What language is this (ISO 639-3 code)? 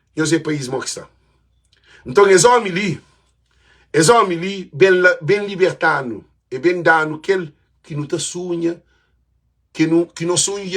kea